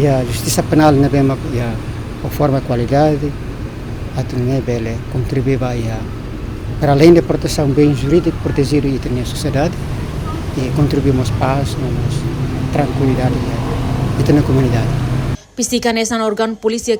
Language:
Tetum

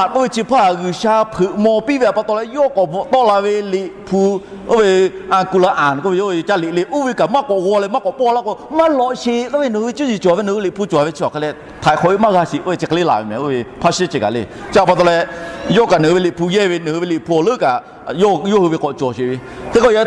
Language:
Lahu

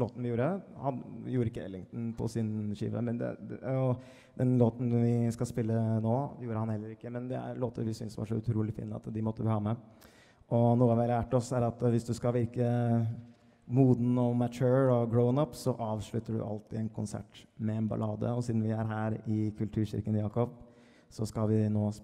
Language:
Norwegian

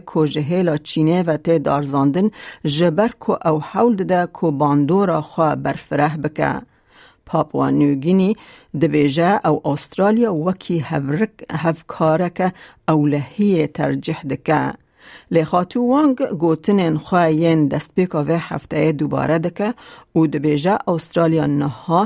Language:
Kurdish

